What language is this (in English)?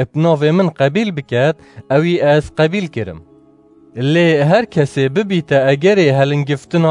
Kurdish